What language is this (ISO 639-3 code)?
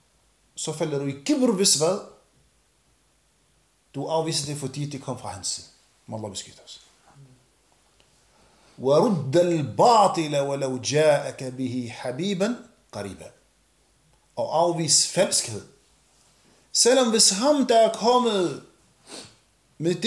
dan